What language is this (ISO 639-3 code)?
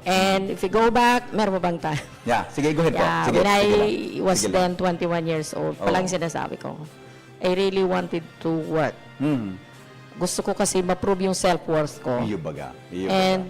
bik